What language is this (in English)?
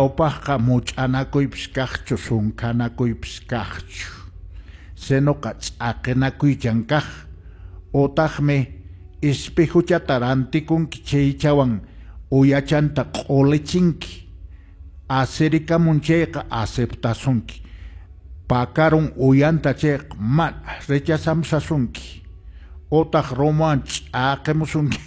Quechua